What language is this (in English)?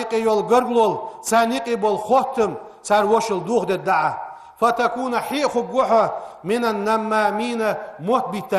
Ingush